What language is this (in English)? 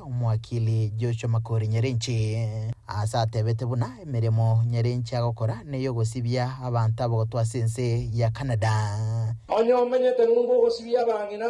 Gusii